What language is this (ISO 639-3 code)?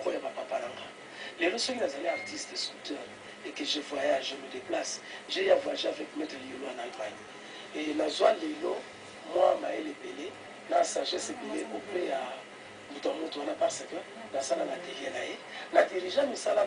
lin